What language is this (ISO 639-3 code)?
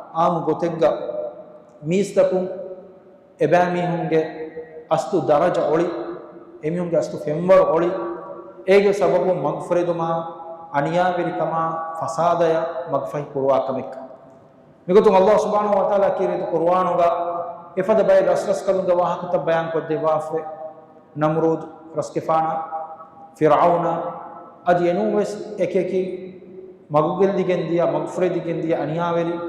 div